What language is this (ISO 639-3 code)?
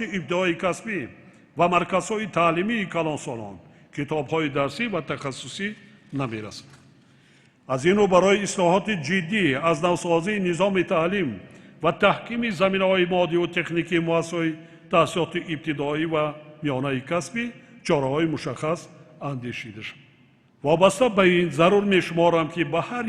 tgk